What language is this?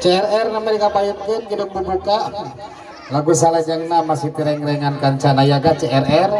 Sundanese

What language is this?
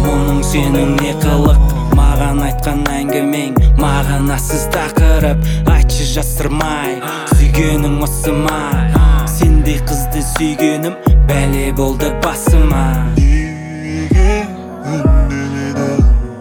Kazakh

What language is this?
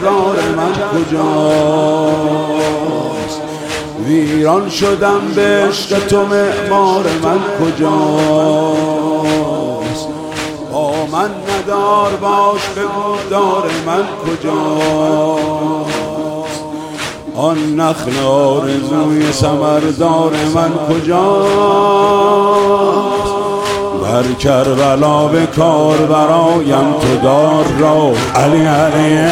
Persian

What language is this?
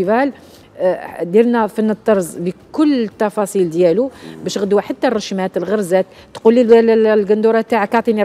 Algerian Arabic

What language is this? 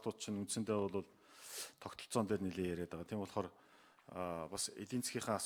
Mongolian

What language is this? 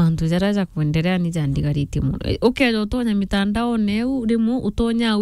Meru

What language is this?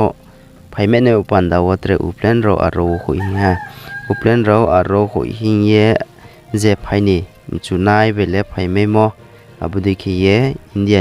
Riang (India)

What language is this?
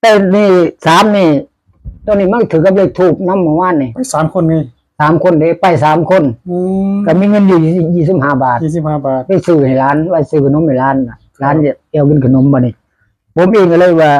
Northeastern Thai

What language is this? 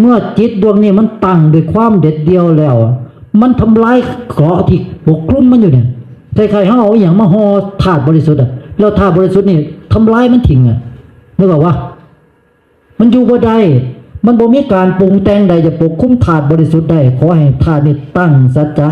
Northeastern Thai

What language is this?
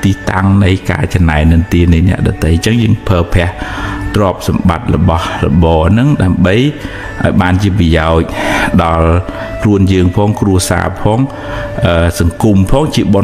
Khmer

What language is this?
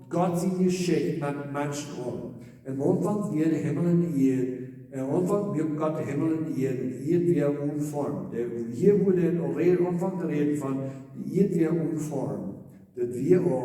Plautdietsch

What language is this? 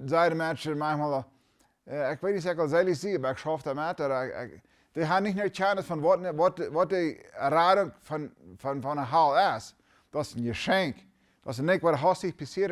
Plautdietsch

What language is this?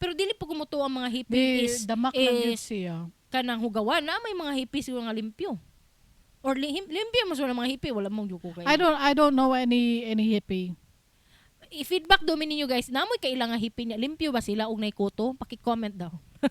Cebuano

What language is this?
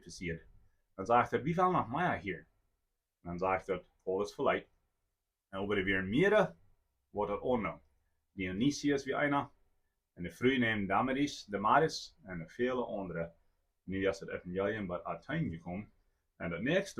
Plautdietsch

